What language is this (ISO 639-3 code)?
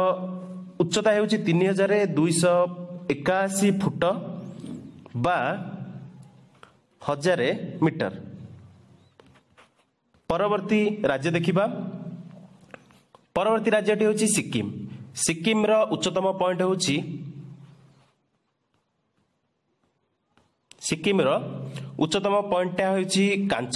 ori